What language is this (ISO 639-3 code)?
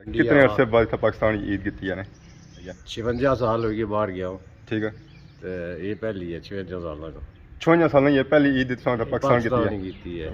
phr